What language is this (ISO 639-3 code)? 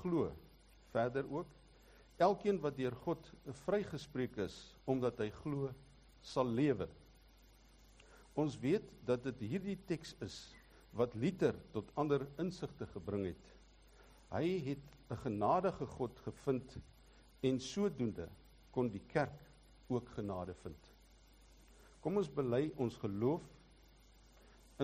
afr